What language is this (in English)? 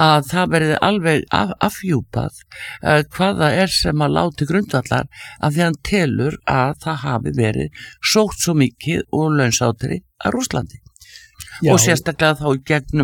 Icelandic